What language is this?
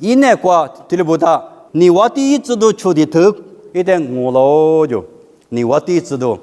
Lisu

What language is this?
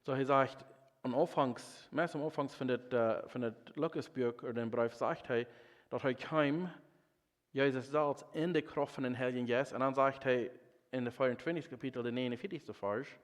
Plautdietsch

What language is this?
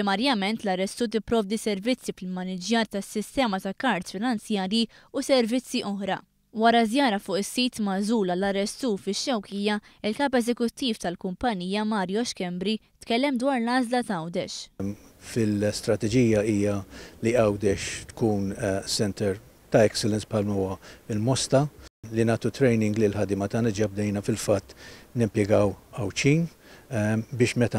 Maltese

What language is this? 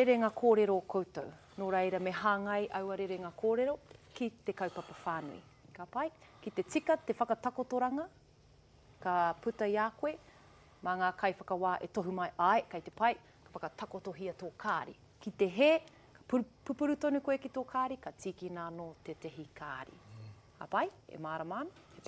Māori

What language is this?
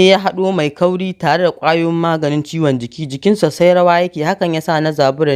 Hausa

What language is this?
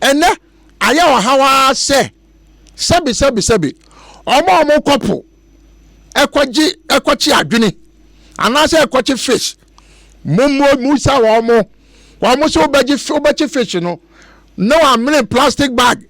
Akan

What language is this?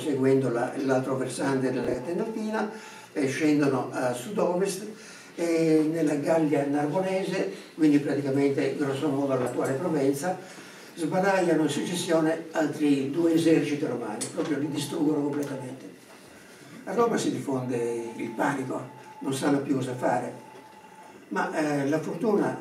Italian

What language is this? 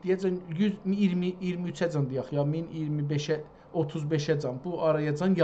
South Azerbaijani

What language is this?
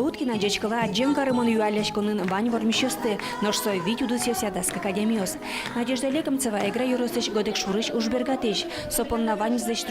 Udmurt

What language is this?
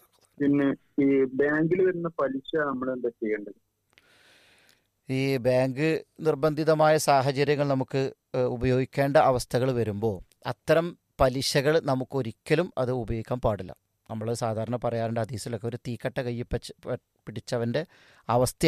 Malayalam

